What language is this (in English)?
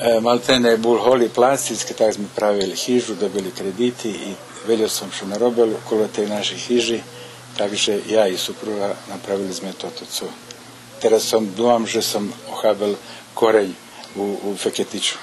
Rusyn